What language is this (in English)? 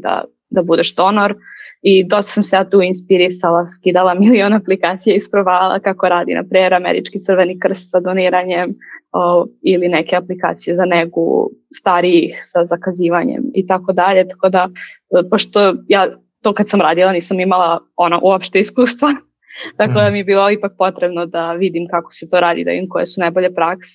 Serbian